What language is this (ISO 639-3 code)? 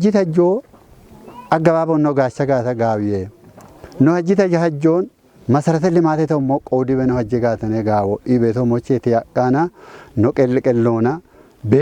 kbr